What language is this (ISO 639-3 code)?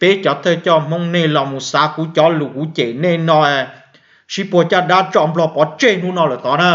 hmn